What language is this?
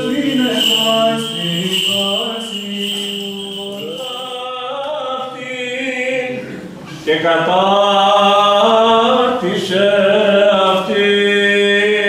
Greek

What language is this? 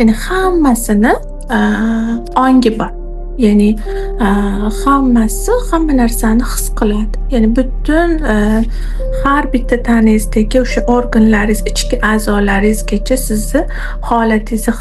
Uzbek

